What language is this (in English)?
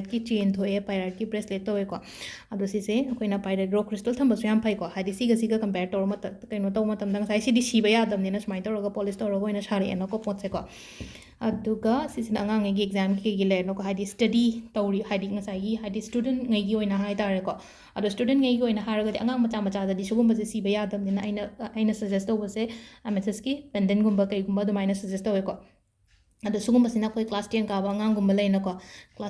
Manipuri